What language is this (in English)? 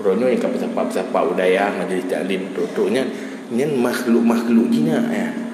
Achinese